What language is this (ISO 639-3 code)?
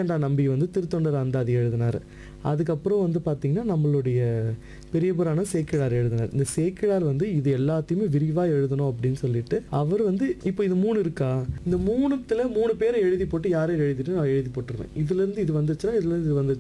tam